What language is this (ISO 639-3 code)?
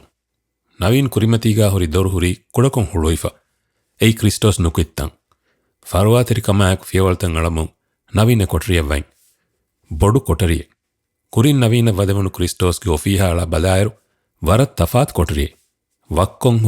div